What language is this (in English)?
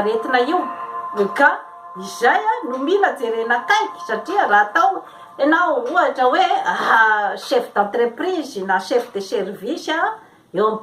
Malagasy